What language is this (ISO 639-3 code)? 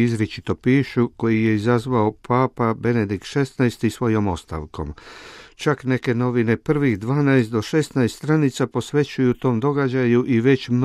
hrv